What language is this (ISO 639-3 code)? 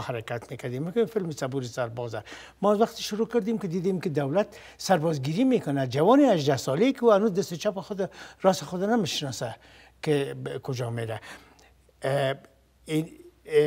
fas